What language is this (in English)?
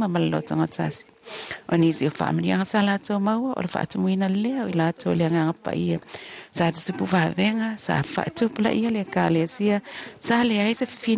Samoan